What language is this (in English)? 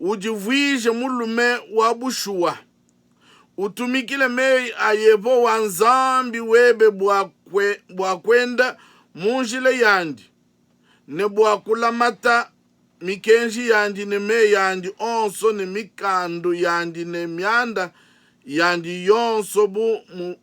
Luba-Lulua